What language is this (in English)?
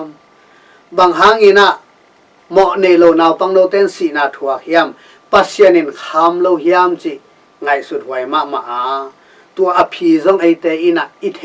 Tedim Chin